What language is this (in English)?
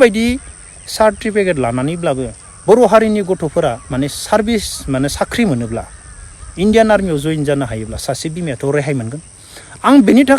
Bodo